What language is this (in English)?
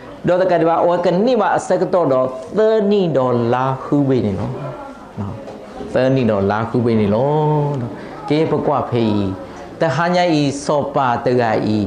S'gaw Karen